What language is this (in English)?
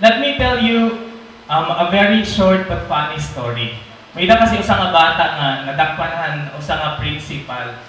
Waray